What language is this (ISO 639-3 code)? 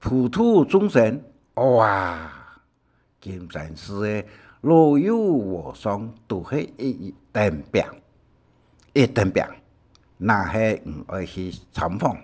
hak